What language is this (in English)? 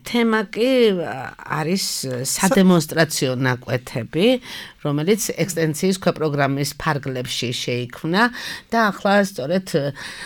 Georgian